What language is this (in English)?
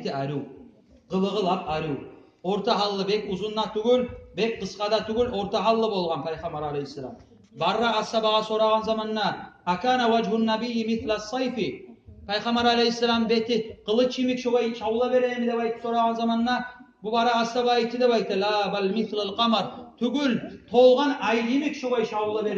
Kumyk